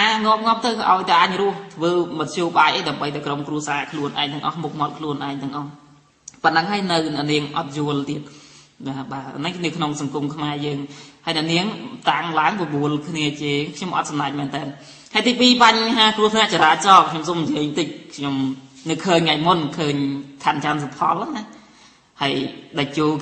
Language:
Khmer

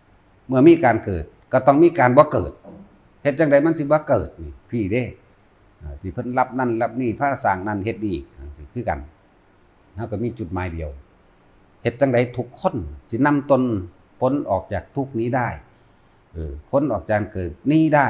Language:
Northeastern Thai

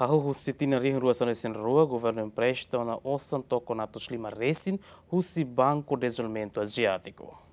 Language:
Tetum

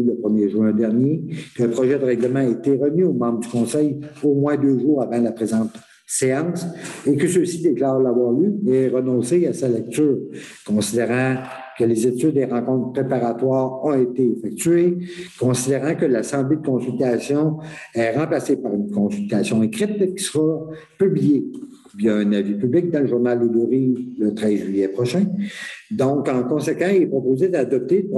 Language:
French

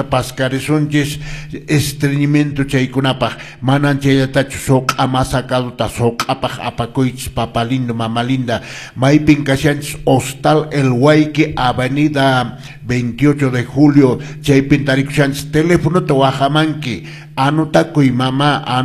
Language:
Quechua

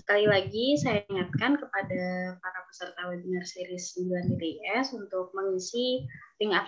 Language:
Indonesian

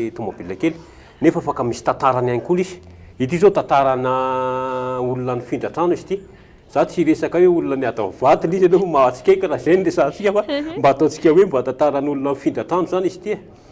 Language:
Malagasy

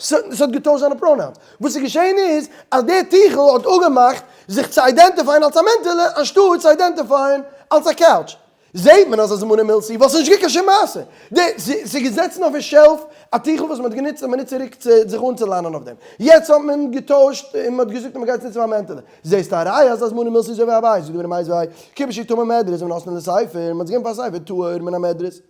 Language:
Yiddish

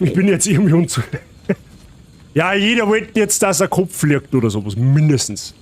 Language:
Bavarian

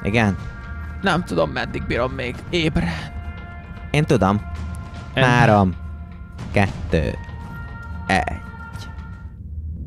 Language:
Hungarian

